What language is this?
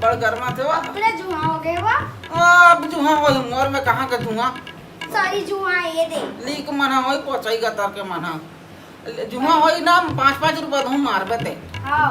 Chhattisgarhi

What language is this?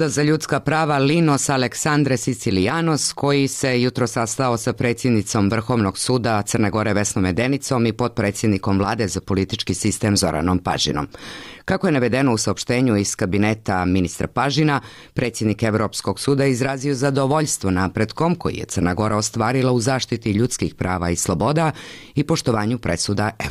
Serbian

